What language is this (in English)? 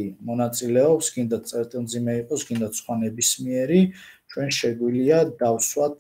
Georgian